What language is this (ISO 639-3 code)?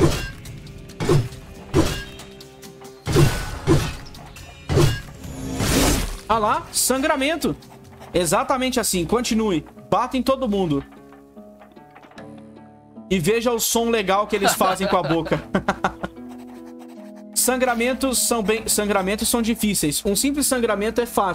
por